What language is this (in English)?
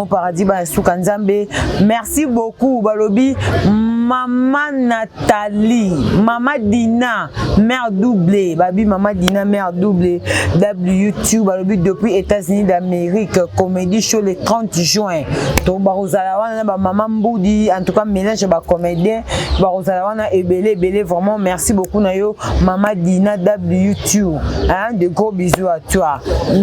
Lingala